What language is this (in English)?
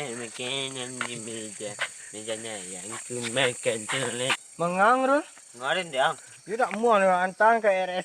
Minangkabau